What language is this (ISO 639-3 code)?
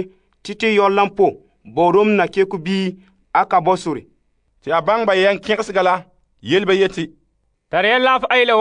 gur